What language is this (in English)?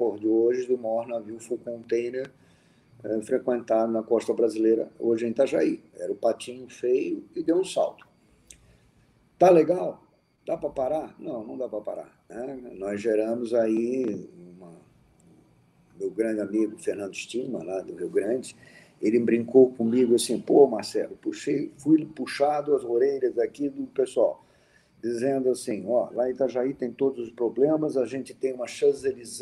Portuguese